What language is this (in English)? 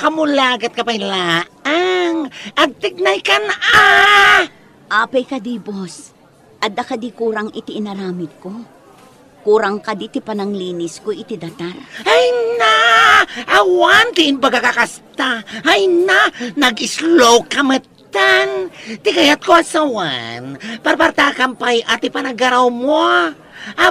Iloko